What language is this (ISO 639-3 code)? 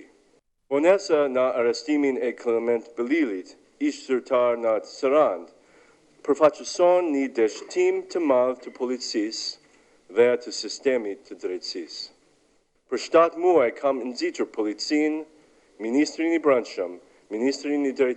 sqi